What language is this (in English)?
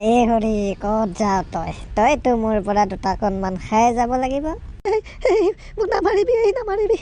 Assamese